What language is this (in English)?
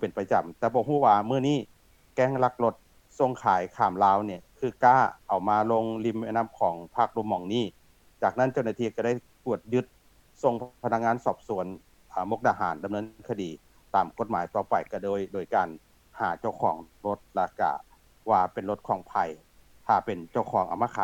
Lao